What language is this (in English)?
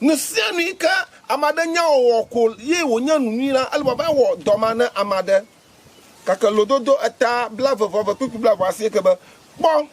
Ewe